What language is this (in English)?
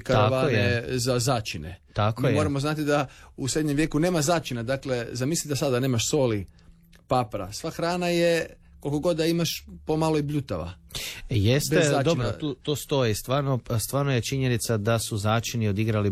Croatian